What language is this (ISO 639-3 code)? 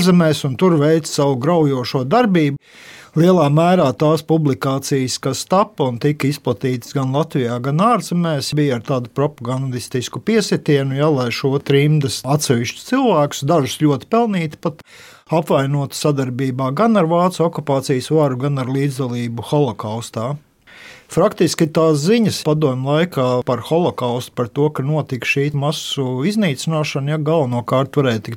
lav